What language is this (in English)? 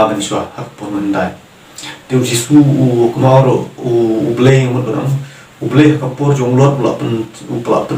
Khasi